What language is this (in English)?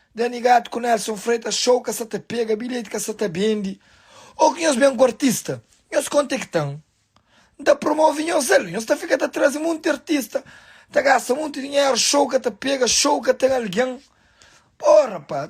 Kabuverdianu